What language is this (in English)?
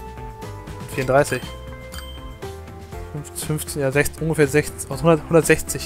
German